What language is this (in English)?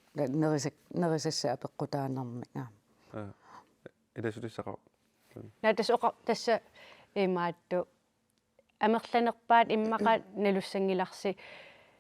Kalaallisut